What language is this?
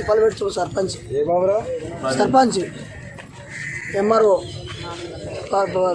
Telugu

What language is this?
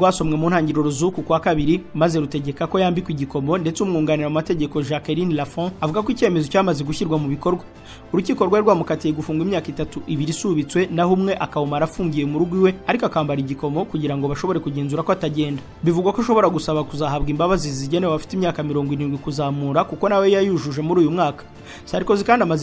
Kinyarwanda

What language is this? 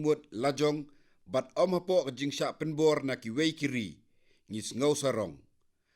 Khasi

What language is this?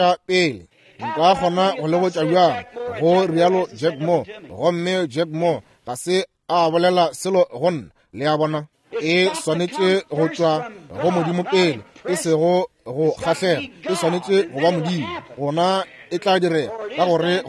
Northern Sotho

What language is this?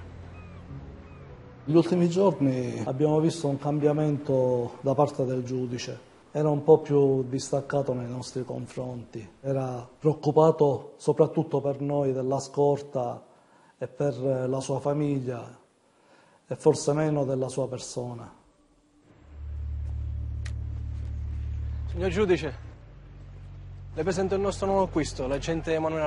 Italian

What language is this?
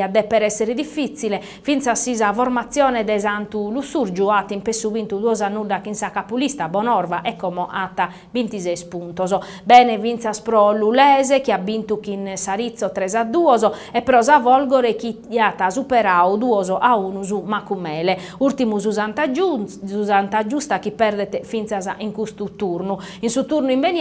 Sardinian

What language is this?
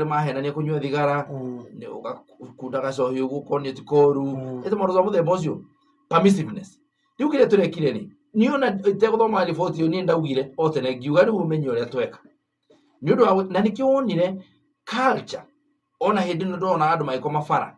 Kikuyu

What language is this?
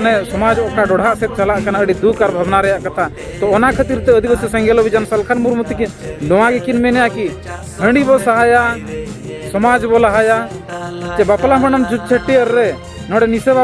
Santali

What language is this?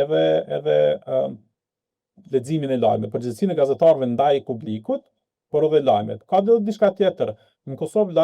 Albanian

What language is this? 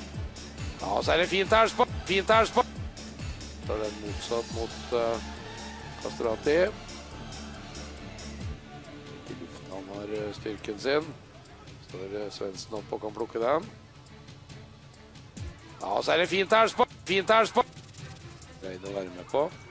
Norwegian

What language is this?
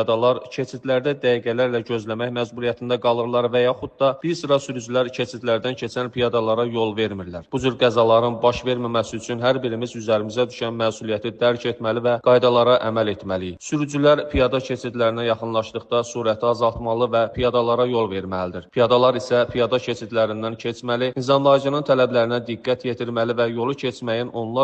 Azerbaijani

